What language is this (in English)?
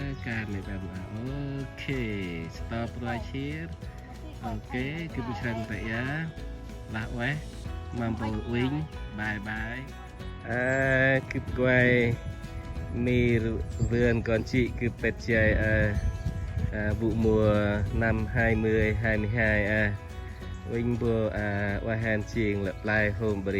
Central Mnong